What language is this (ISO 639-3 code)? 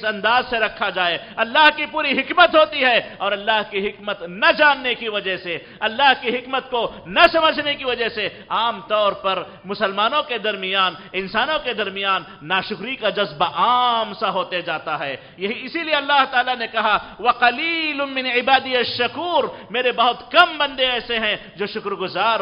urd